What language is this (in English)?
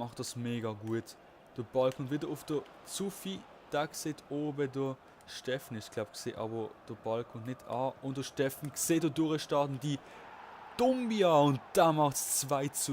Swiss German